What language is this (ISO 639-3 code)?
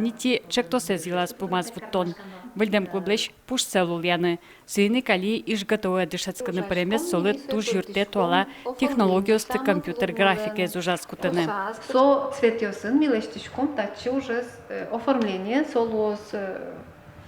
udm